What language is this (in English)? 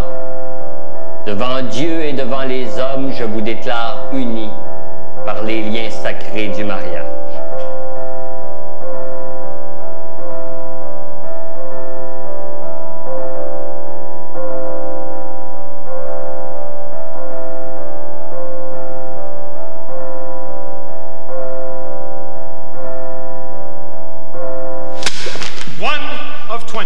French